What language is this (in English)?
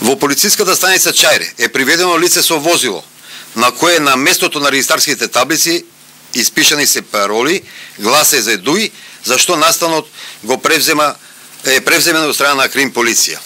Macedonian